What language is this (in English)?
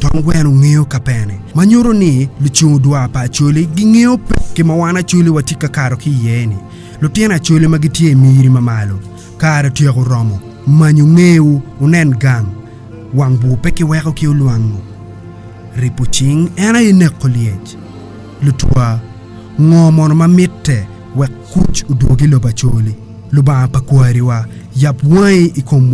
Acoli